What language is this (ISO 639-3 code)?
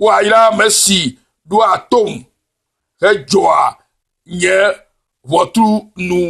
ewe